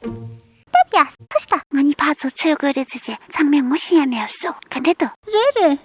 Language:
Tibetan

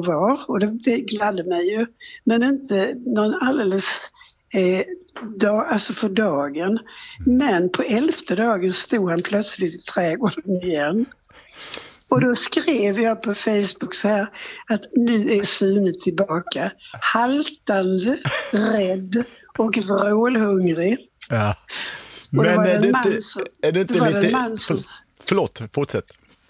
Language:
Swedish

